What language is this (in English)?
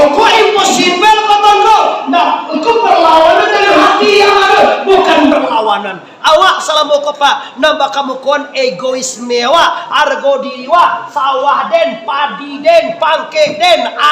Minangkabau